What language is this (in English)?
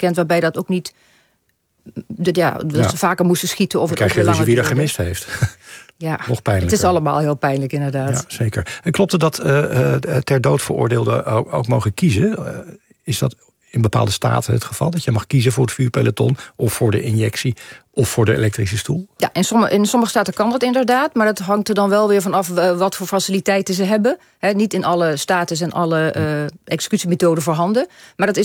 Dutch